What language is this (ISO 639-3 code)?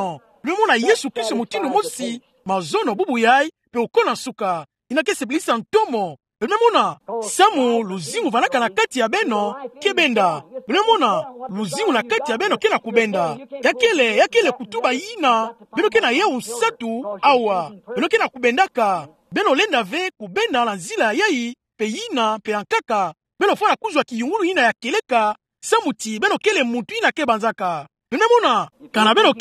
ktu